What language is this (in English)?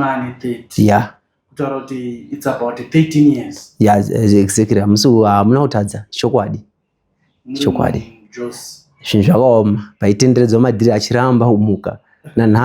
Shona